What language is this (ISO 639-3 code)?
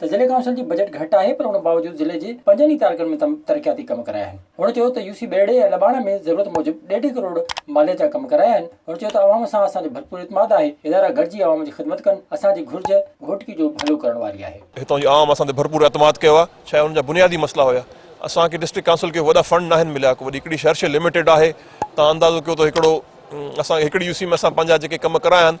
snd